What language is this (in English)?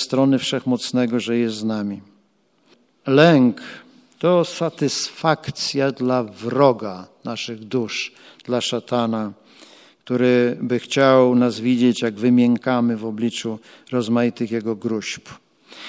Polish